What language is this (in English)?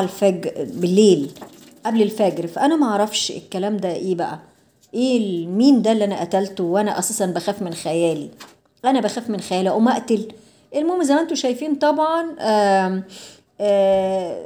Egyptian Arabic